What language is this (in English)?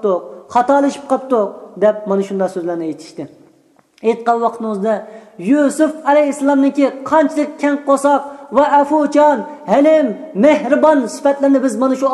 Uyghur